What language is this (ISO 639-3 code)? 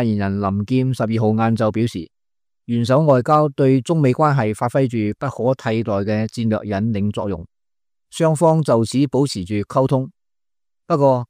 yue